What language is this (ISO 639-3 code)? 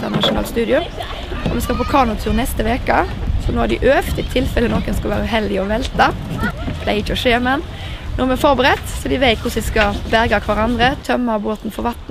nor